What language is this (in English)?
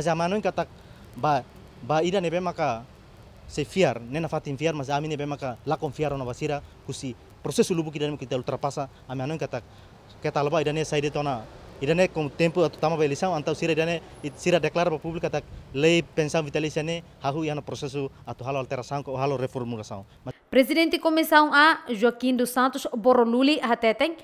Tetum